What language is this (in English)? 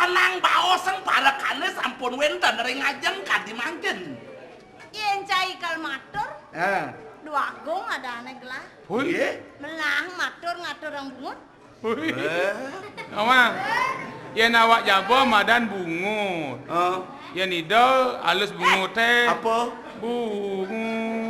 Balinese